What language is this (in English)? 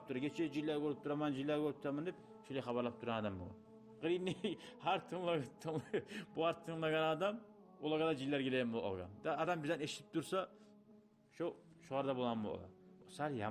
Kumyk